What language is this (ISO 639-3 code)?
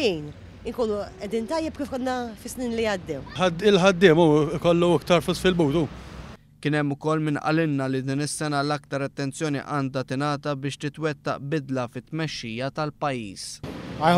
mlt